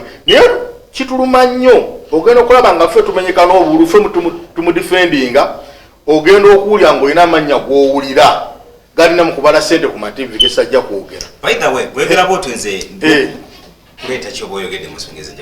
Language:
Ganda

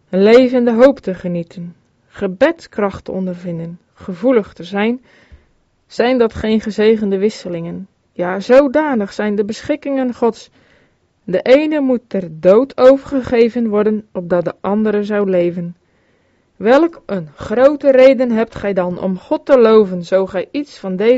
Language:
Dutch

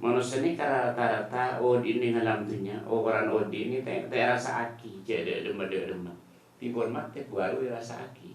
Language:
Madurese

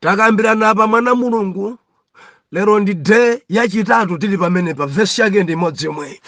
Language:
Nyanja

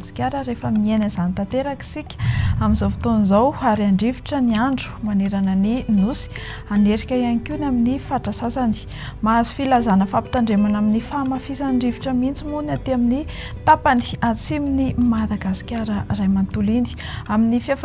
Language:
Malagasy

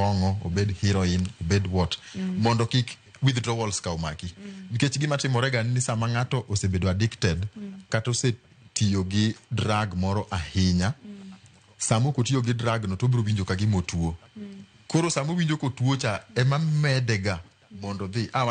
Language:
Luo (Kenya and Tanzania)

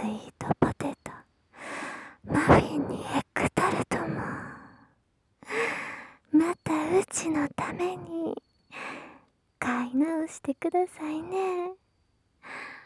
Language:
Japanese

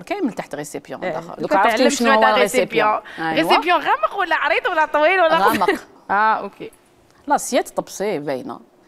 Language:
Algerian Arabic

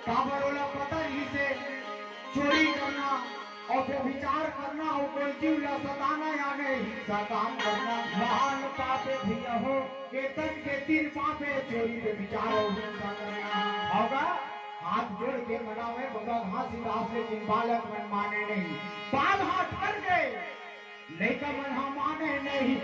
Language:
Chhattisgarhi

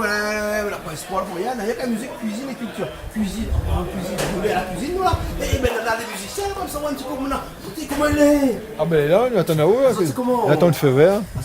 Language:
Réunion Creole French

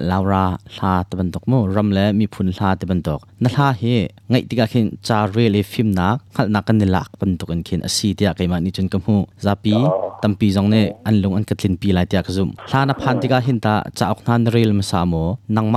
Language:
Hakha Chin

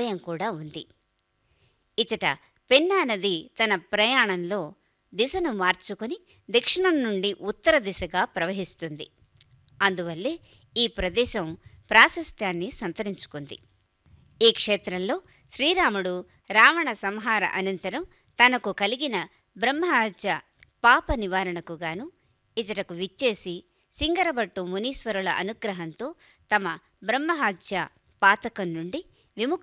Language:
Telugu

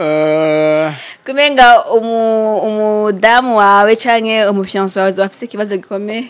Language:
Rundi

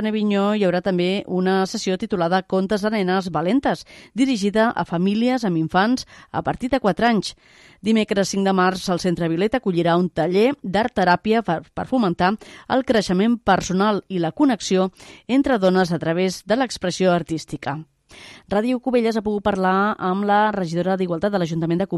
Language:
Catalan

